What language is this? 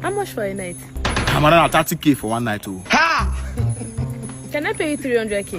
Nigerian Pidgin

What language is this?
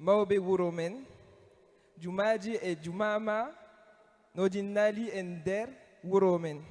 Fula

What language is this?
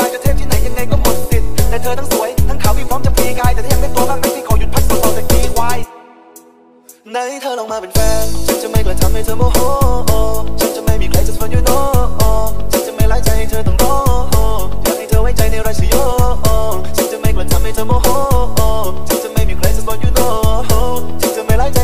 Thai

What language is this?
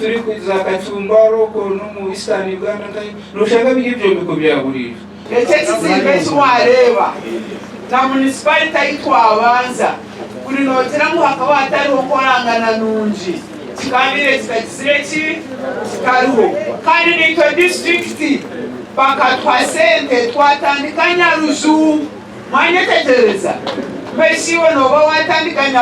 Nyankole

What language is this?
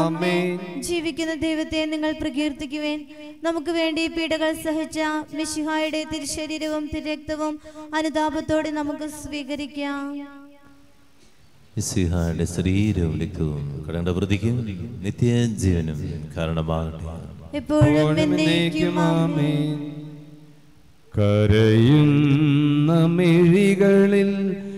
Malayalam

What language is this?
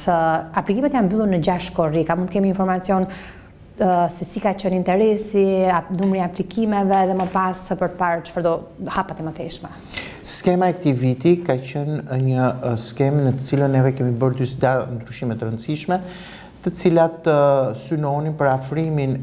Albanian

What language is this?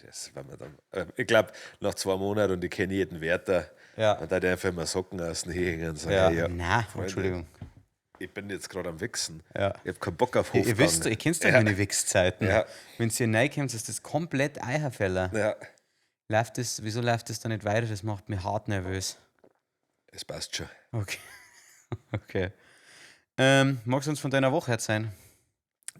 Bavarian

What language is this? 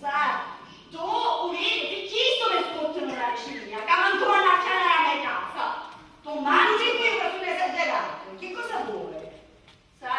Sicilian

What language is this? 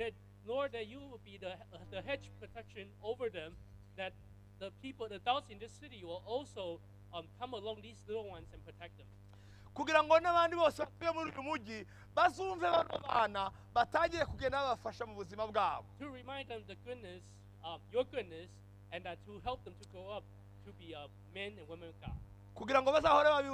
Kinyarwanda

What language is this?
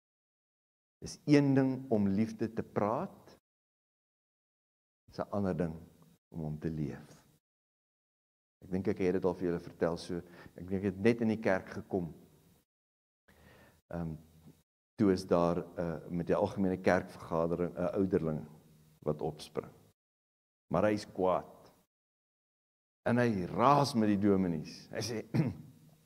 Afrikaans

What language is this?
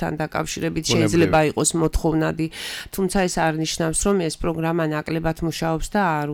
Georgian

